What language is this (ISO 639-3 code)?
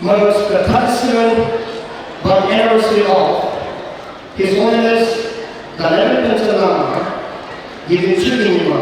bod